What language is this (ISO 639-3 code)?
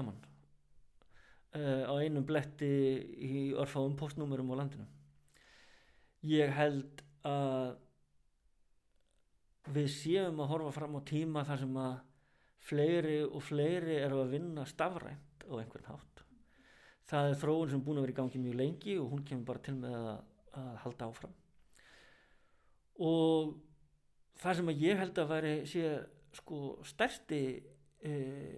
isl